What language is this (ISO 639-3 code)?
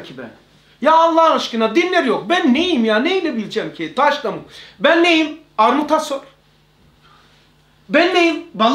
tur